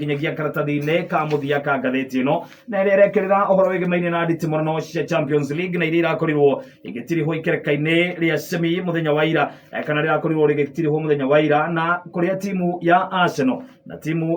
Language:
Kikuyu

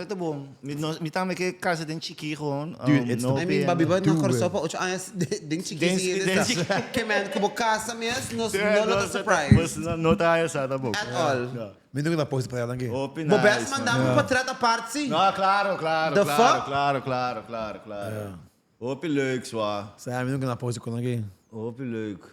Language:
Papiamento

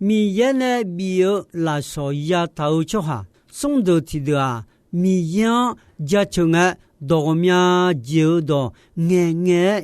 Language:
Akha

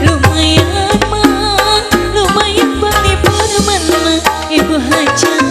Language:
Sundanese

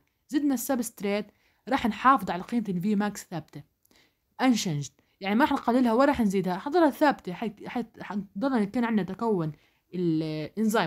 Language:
South Levantine Arabic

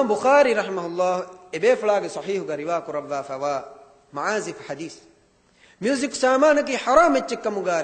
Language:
Divehi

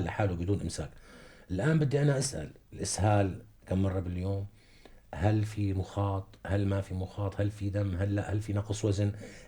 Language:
North Levantine Arabic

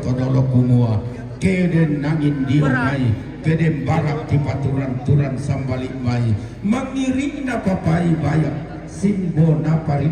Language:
Toraja-Sa'dan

